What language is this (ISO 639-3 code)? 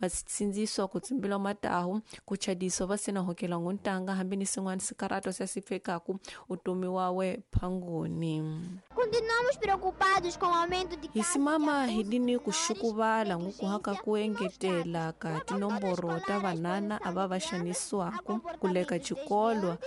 tso